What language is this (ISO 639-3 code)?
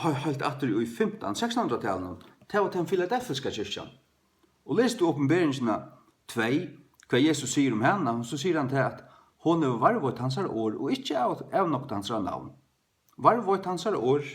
fao